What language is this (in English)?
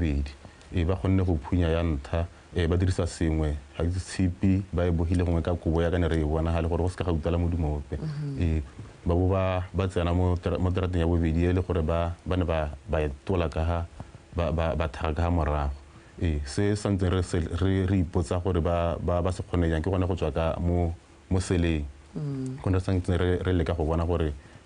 Tswana